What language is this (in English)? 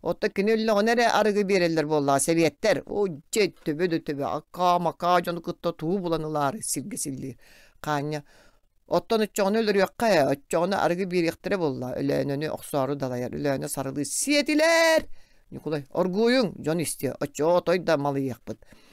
Yakut